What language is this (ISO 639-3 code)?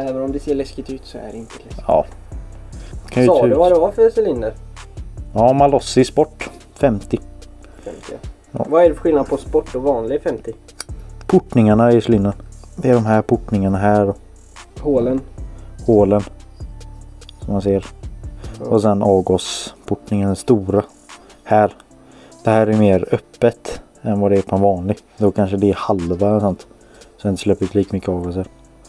swe